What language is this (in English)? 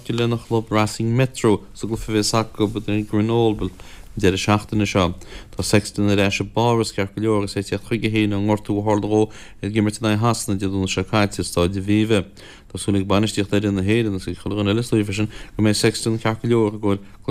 Irish